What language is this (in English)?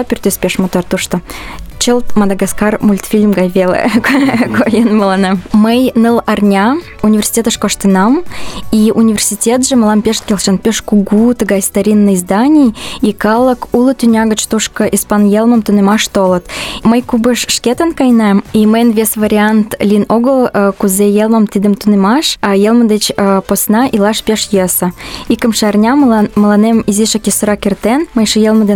Mari